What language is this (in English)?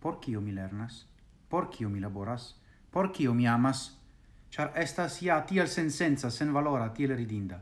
Esperanto